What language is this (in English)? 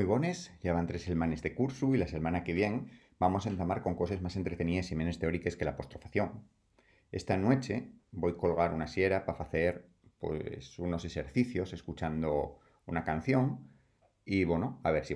Asturian